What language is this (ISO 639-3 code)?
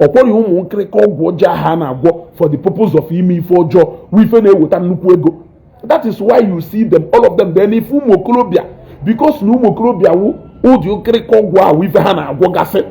ibo